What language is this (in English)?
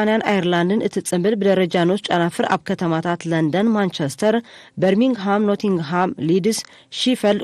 Tigrinya